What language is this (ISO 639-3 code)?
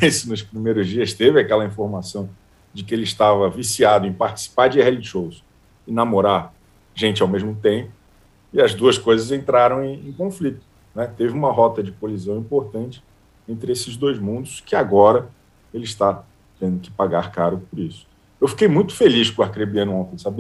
por